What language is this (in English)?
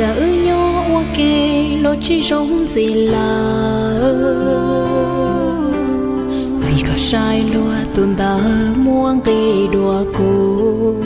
Hmong